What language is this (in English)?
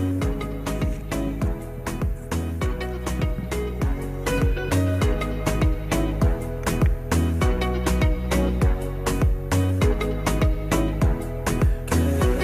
Poumei Naga